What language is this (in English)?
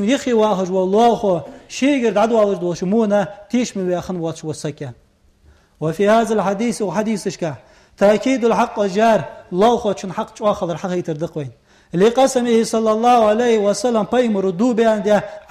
Ingush